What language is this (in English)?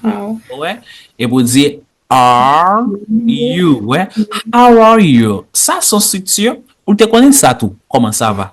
Haitian Creole